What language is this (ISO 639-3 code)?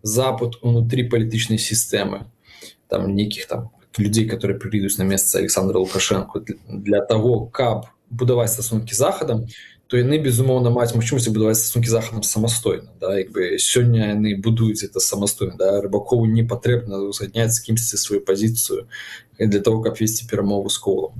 bel